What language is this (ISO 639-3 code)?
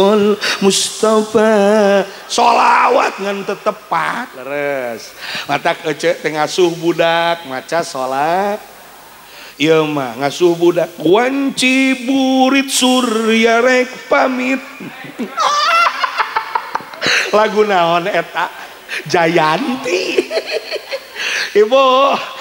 sun